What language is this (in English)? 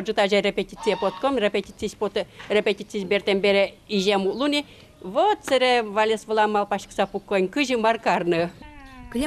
Udmurt